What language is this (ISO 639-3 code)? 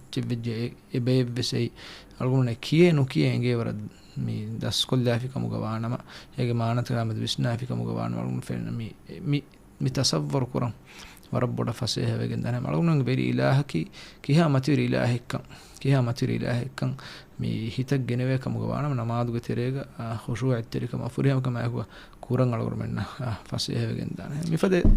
div